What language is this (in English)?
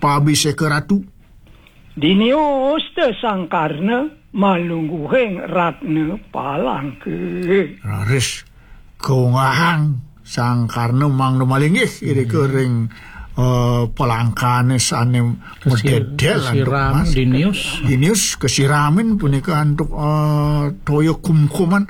Balinese